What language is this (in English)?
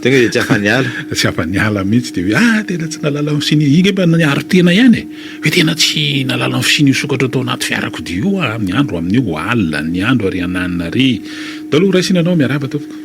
Malagasy